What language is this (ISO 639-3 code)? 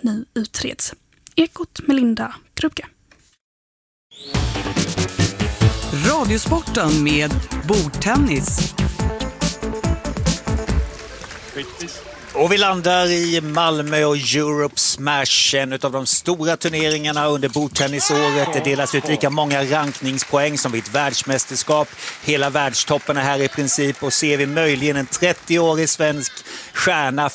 swe